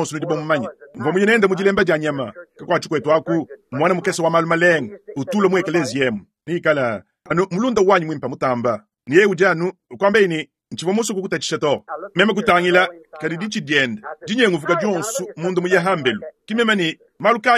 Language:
Luba-Lulua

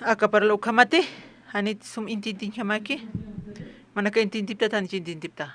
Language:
Aymara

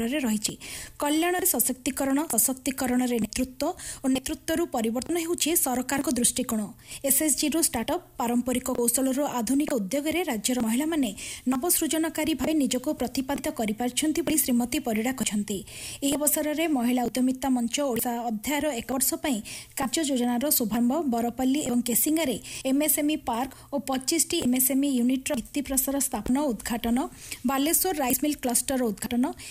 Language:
Odia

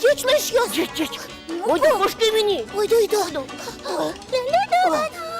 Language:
Udmurt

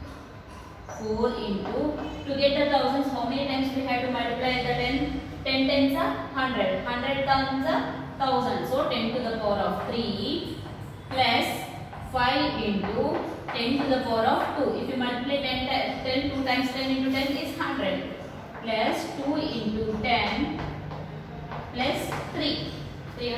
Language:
English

